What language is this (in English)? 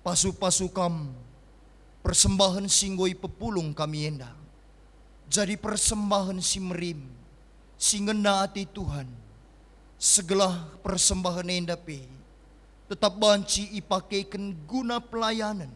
Batak Karo